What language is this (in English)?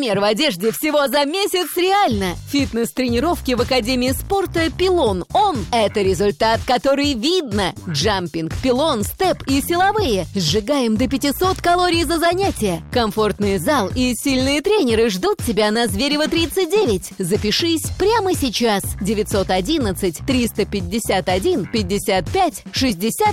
Russian